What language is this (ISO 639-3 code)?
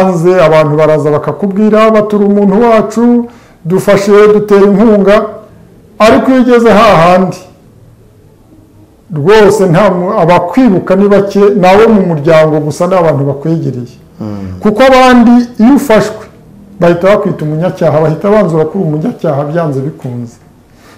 kin